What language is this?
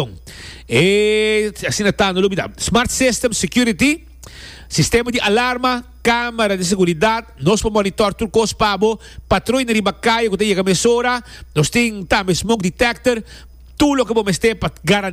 Papiamento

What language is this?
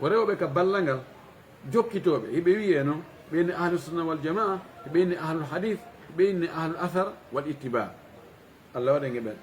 Fula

